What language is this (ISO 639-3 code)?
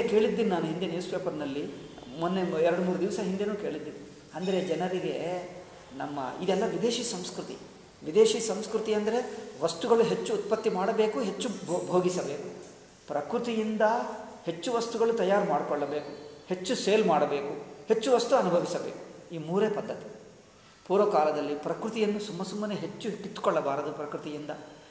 kan